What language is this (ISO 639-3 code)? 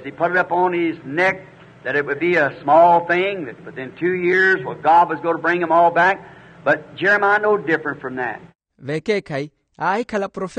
vmw